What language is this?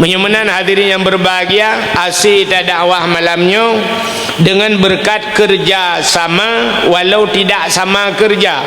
Achinese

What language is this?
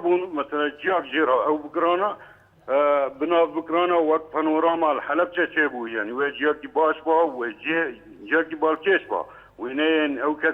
Kurdish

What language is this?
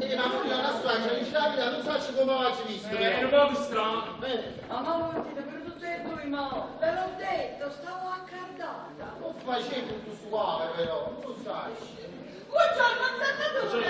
Neapolitan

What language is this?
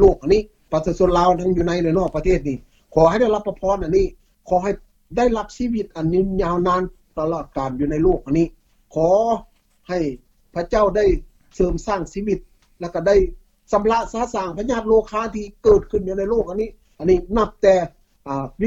Lao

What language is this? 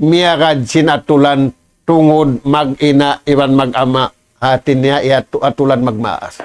Tausug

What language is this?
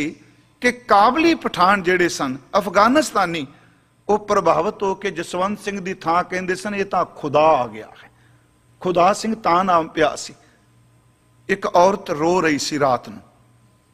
Punjabi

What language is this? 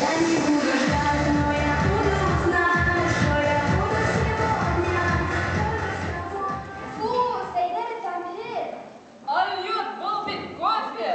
Bashkir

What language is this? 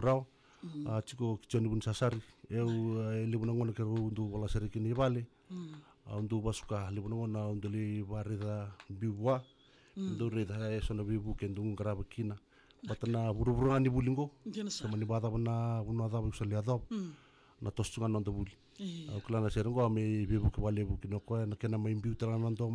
Fijian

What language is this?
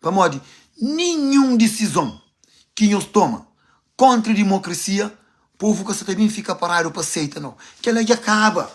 Kabuverdianu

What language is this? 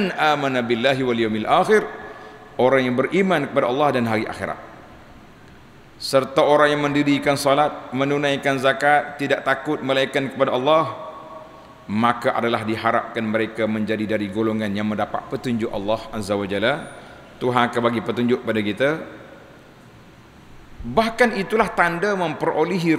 Malay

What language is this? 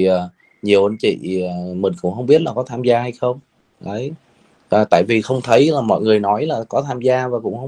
Vietnamese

